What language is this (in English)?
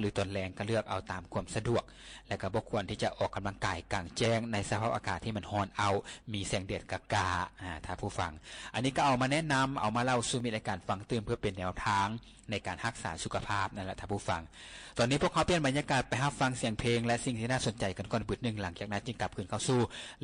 Lao